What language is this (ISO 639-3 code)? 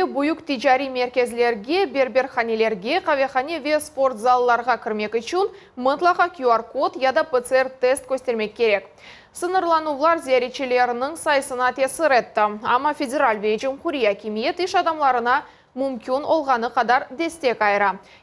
crh